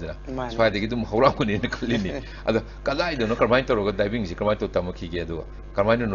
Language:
Manipuri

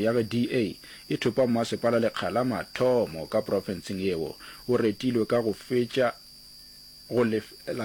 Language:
Northern Sotho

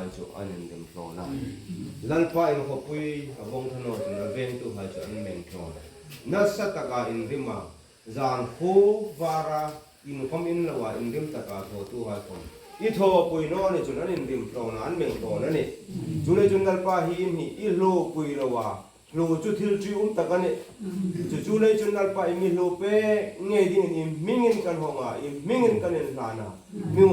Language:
Hmar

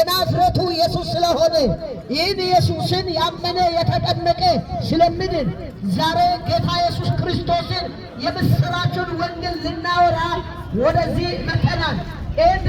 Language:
Amharic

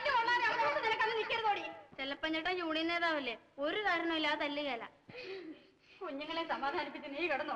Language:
Malayalam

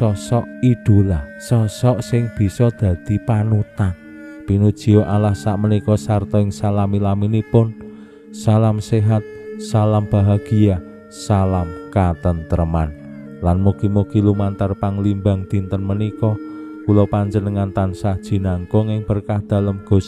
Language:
Javanese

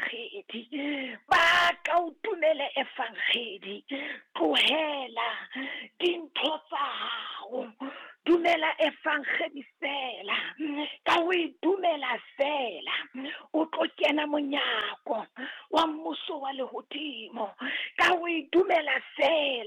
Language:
Southern Sotho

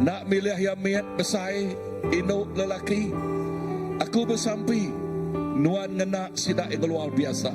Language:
Iban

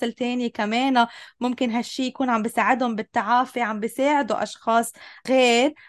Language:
North Levantine Arabic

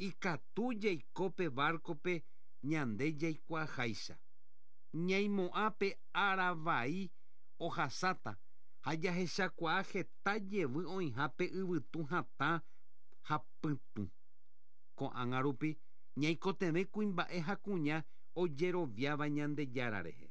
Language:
Guarani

